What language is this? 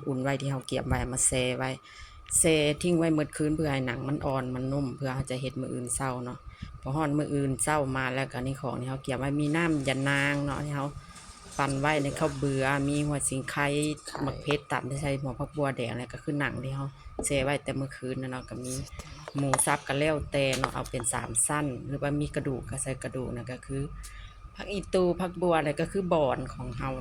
Lao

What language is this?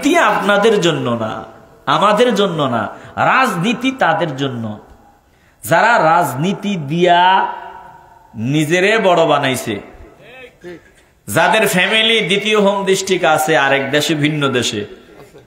Bangla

